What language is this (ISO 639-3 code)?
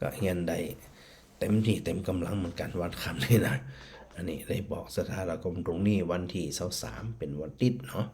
nod